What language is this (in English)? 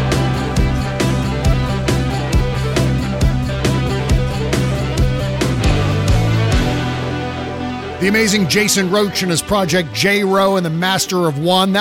English